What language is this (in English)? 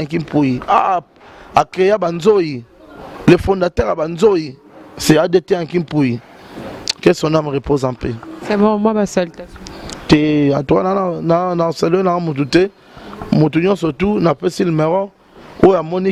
Lingala